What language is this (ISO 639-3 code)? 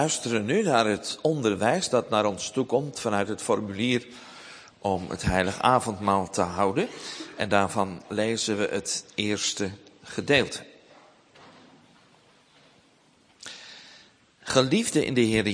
nld